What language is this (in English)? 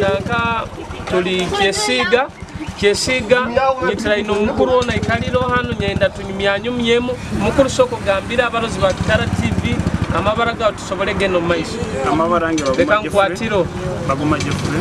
Nyoro